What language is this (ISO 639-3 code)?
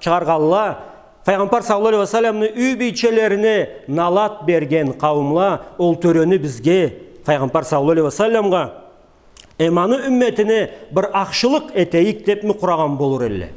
krc